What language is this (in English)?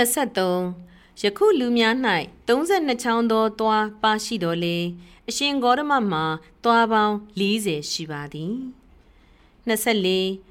Burmese